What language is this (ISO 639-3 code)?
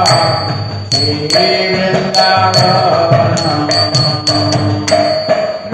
ori